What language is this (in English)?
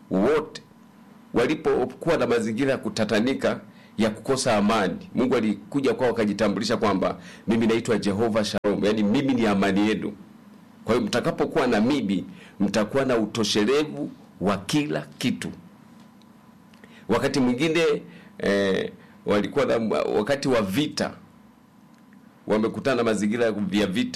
Swahili